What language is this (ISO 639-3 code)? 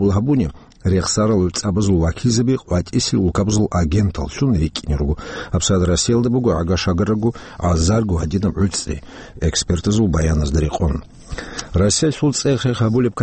ava